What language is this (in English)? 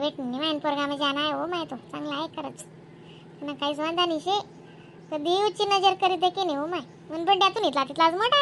Khandesi